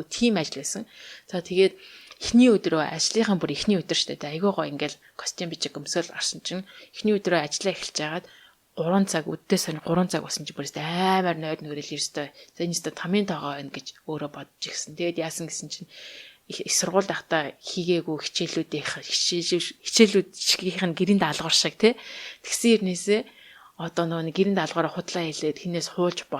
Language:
Mongolian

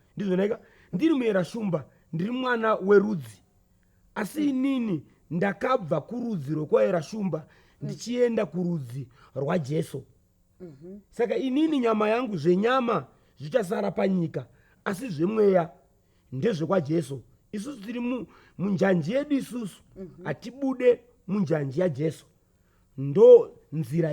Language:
Shona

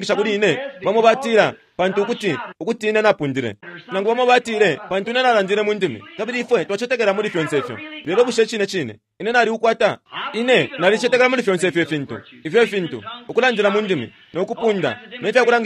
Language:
Bemba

